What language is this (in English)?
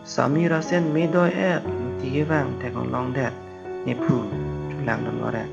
Karbi